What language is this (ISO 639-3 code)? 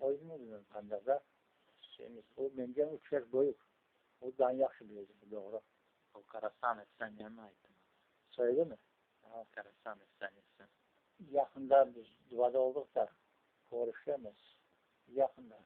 crh